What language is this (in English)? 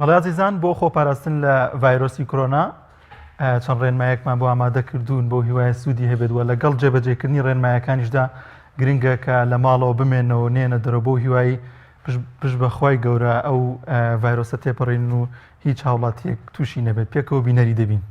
Central Kurdish